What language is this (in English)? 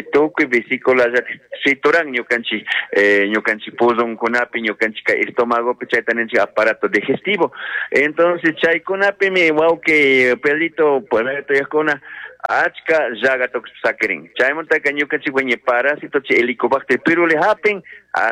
Chimborazo Highland Quichua